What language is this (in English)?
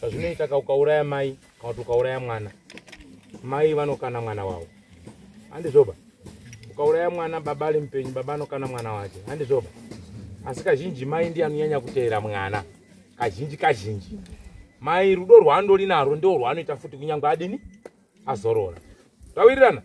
Shona